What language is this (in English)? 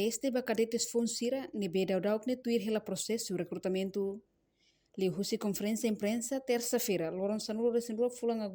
Tetum